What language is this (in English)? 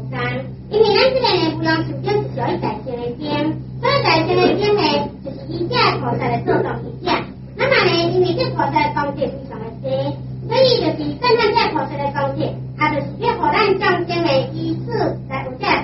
Chinese